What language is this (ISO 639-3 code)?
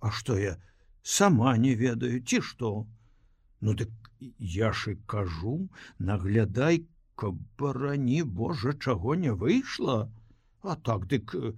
bel